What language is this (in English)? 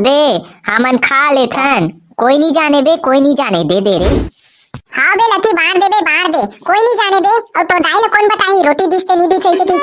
Chhattisgarhi